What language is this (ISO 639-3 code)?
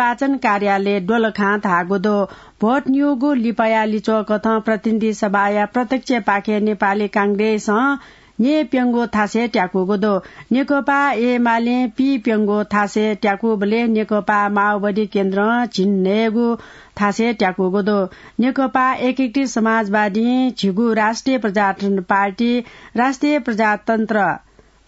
new